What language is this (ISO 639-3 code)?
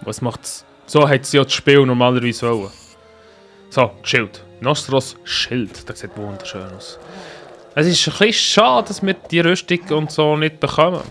gsw